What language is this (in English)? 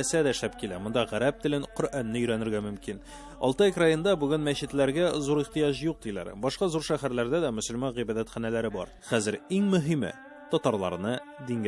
Tatar